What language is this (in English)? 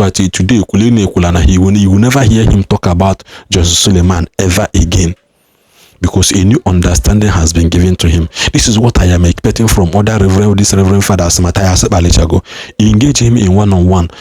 Igbo